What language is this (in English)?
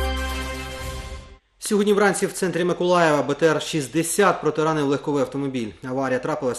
Ukrainian